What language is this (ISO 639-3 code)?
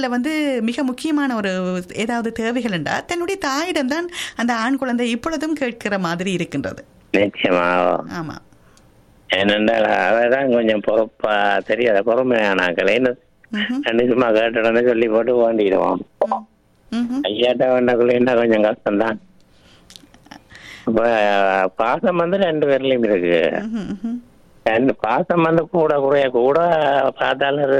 tam